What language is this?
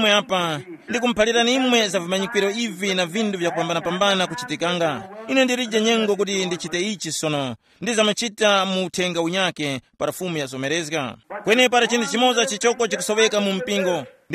Tumbuka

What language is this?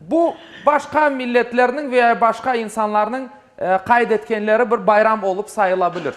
Crimean Tatar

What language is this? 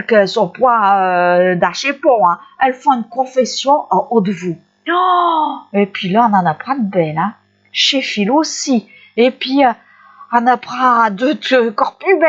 Picard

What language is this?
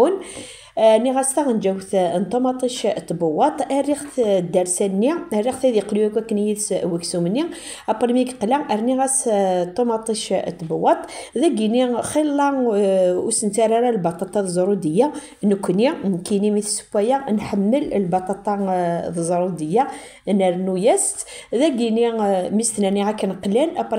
Kabyle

